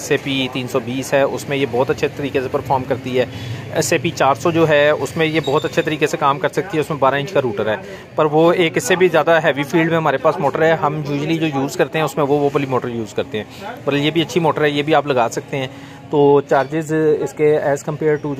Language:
Hindi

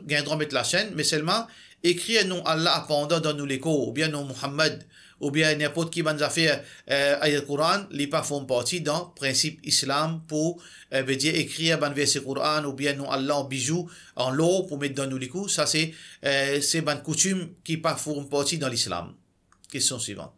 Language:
Morisyen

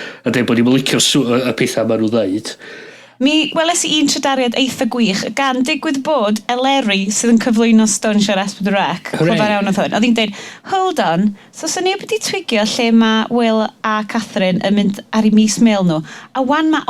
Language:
Welsh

